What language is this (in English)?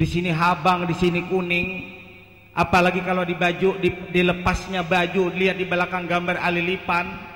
Banjar